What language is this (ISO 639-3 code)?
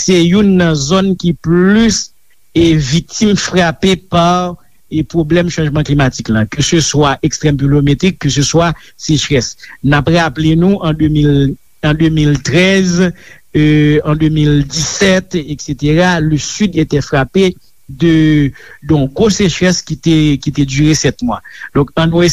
hat